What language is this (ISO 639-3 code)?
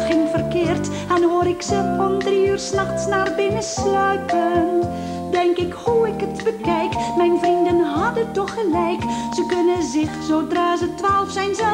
nld